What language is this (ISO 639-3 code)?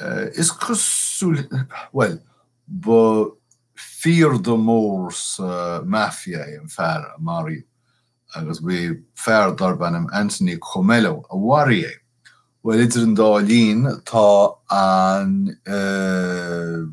gle